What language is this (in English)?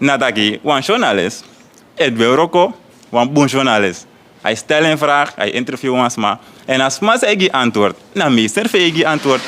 Sranan Tongo